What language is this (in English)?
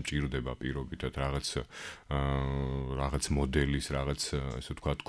Georgian